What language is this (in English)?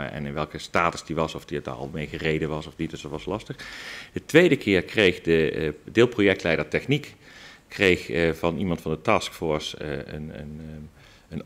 Dutch